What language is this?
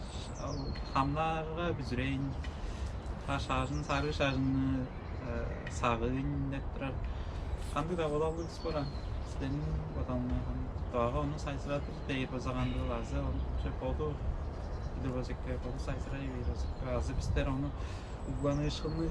Tuvinian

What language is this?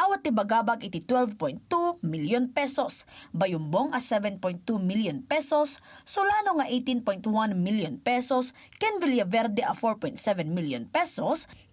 Iloko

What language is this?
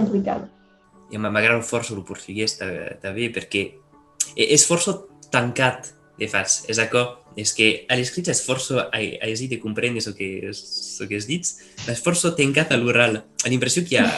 Occitan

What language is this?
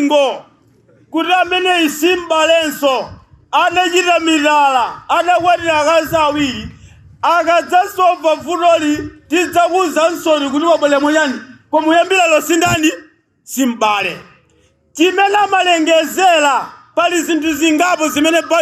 Nyanja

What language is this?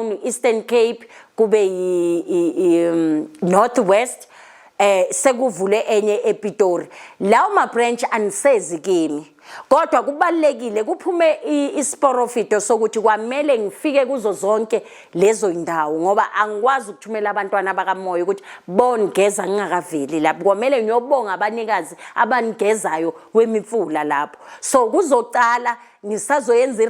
Zulu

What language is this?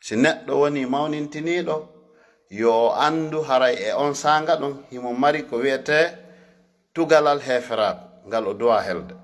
Fula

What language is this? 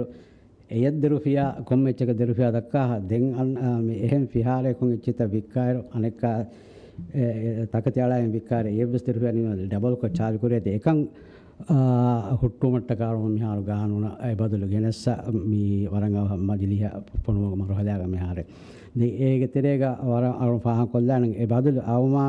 Divehi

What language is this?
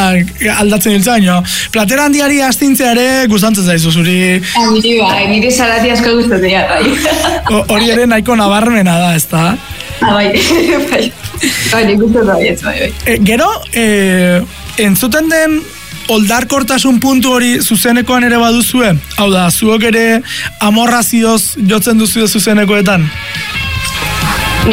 Basque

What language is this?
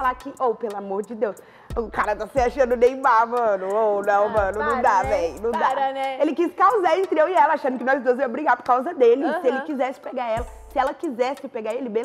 Portuguese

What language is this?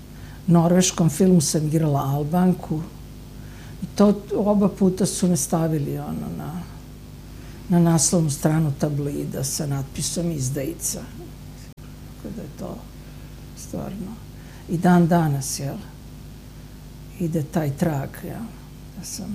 Serbian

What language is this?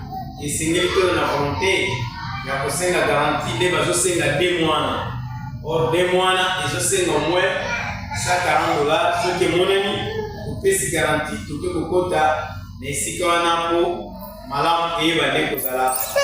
Lingala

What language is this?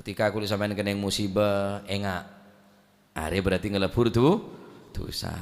Madurese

